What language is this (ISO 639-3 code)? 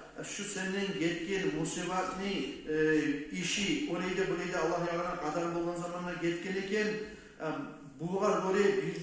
kum